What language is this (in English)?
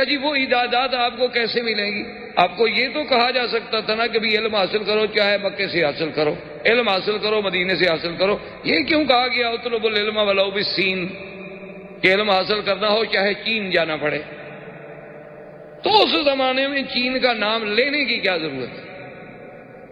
Urdu